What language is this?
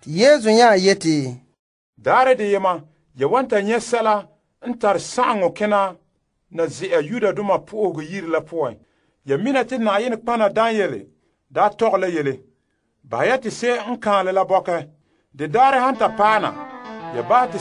Frafra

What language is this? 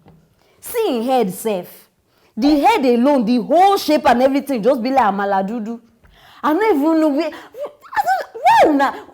Nigerian Pidgin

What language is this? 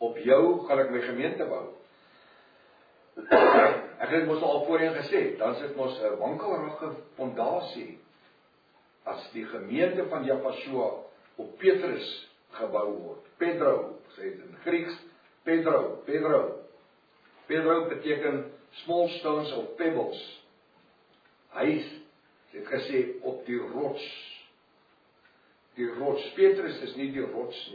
Afrikaans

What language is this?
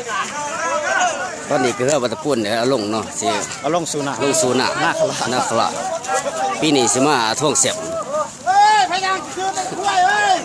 Lao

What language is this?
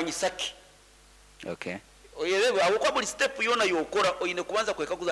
Nyankole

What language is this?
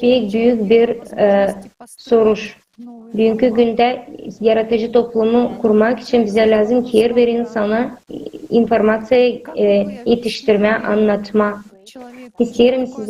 Gagauz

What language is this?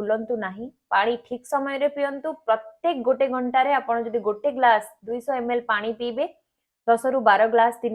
Odia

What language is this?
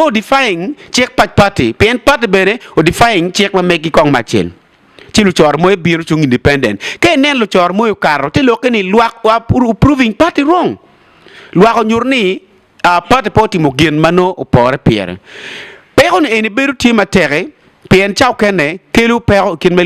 Acoli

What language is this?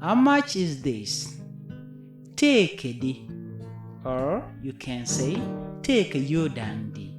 Nuer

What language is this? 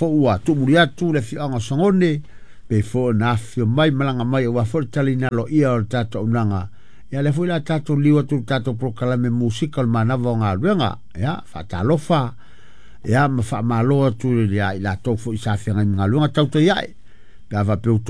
Samoan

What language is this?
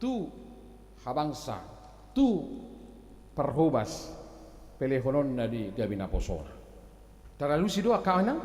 Batak Toba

